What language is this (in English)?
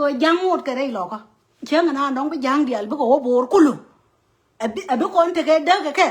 Nuer